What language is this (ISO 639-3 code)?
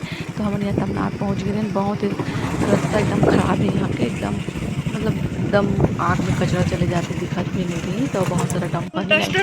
hne